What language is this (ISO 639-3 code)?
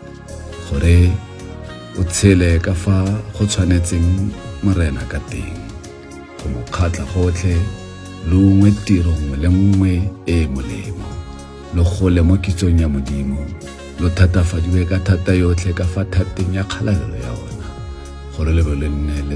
tsn